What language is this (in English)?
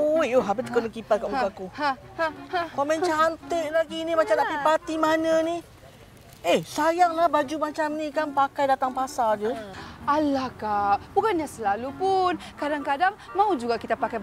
Malay